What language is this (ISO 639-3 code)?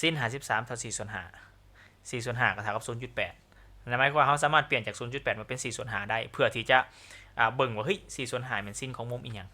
lao